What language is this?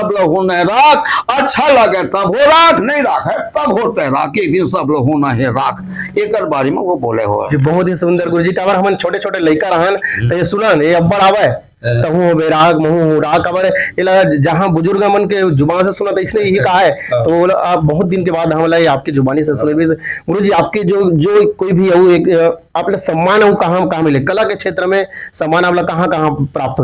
Chhattisgarhi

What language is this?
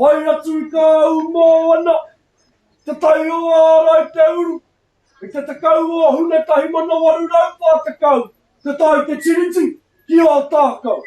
Māori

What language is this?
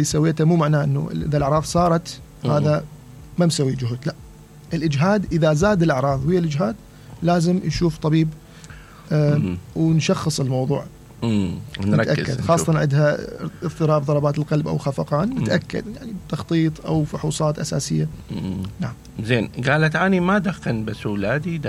Mesopotamian Arabic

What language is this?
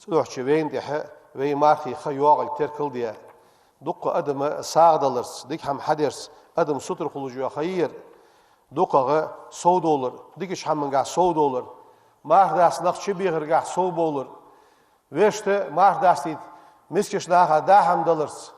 Ingush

